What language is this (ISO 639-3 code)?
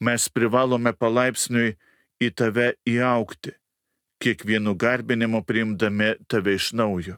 lit